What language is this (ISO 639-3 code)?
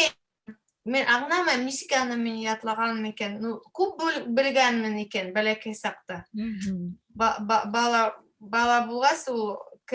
bak